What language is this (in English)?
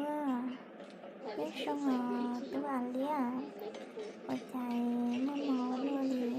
Hmong